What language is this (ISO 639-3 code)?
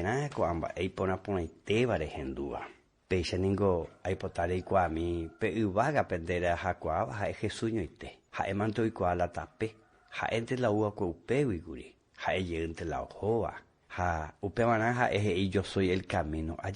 grn